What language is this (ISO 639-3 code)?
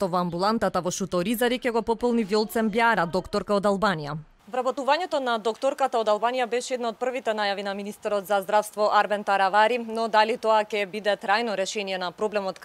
mkd